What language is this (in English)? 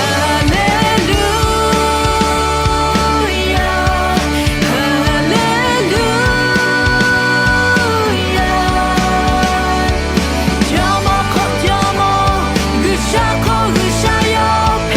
Lahu